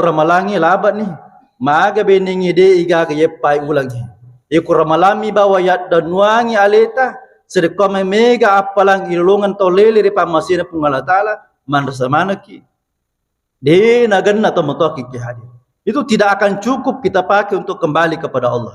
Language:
Buginese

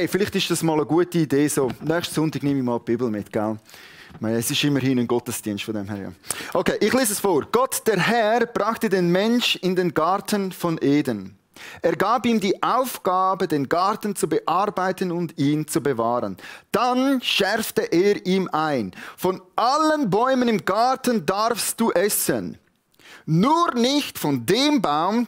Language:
Swiss German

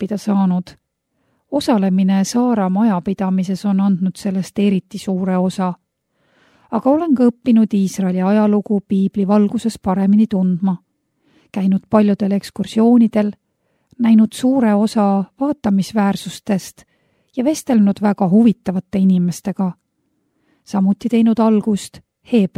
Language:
Estonian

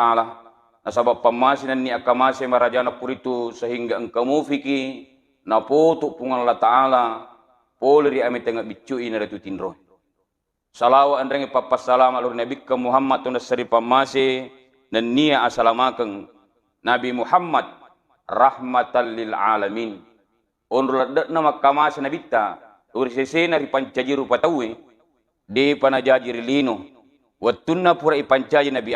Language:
Buginese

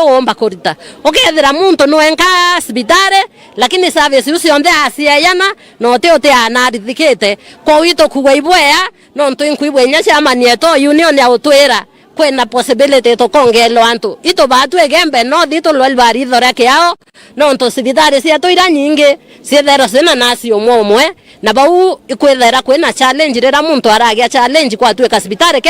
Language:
Meru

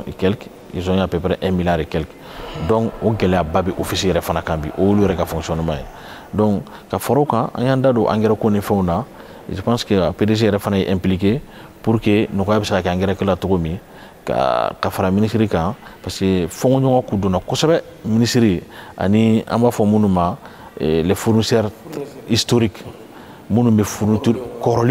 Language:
Bambara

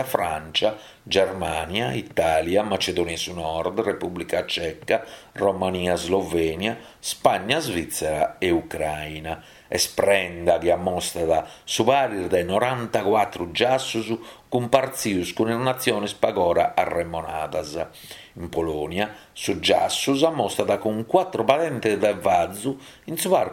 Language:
Sardinian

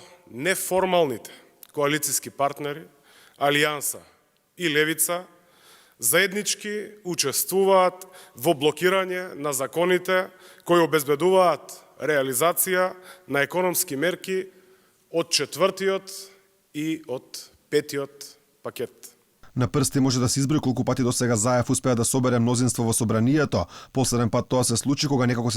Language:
Macedonian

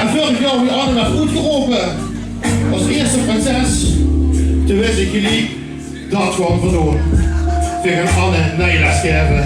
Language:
Limburgish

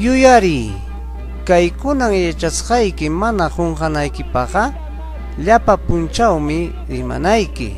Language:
Ayacucho Quechua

